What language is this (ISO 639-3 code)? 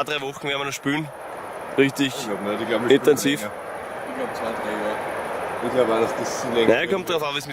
bar